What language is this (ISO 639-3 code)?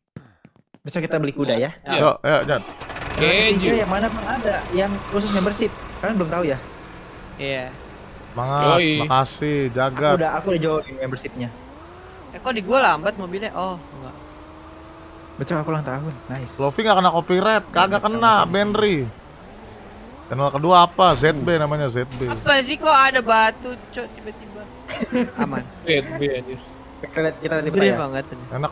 ind